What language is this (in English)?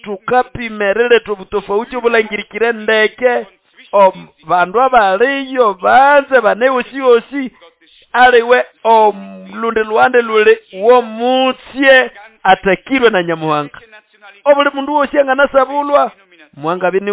Nande